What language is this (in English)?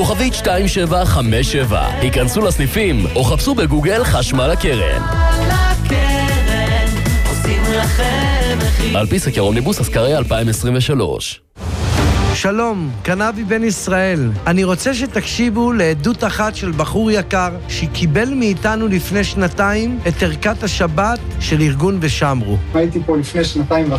Hebrew